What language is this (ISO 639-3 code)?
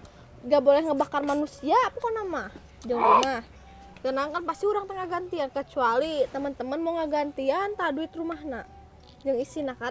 sun